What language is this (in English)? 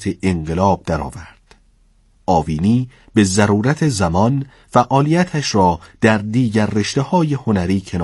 Persian